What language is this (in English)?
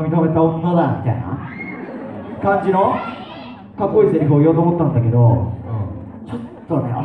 Japanese